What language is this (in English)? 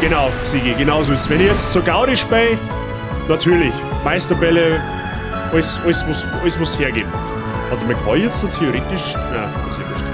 Bavarian